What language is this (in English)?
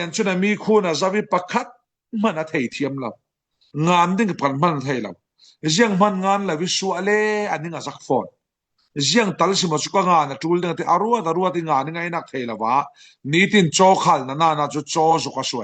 Falam Chin